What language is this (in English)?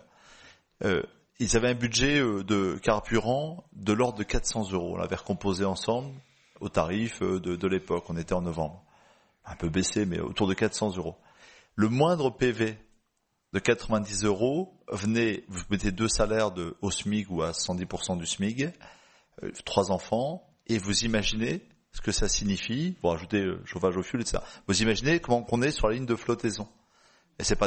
French